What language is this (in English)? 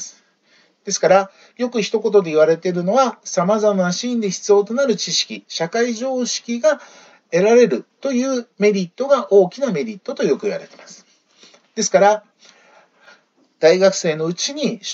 Japanese